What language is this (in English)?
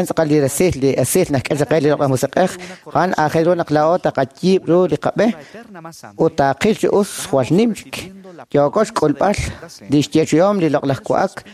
Kekchí